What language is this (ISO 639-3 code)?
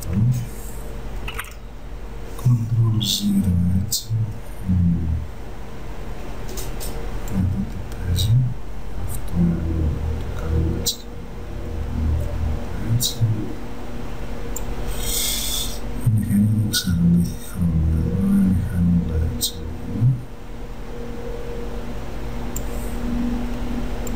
ell